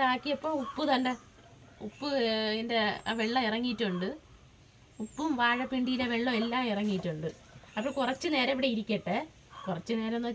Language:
Malayalam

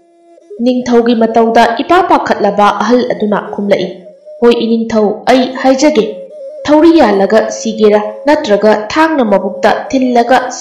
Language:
Manipuri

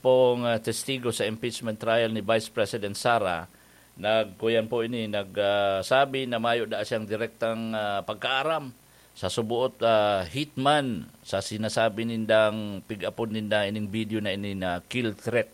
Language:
Bikol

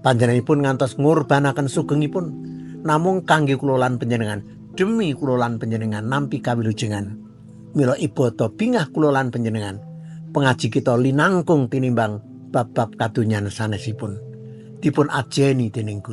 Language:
Javanese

